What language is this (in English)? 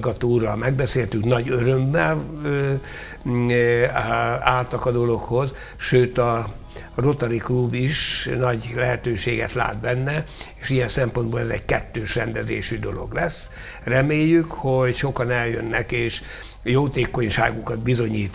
Hungarian